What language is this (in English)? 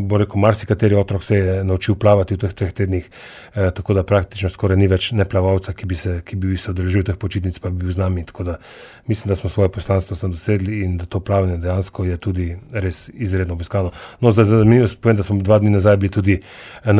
Slovenian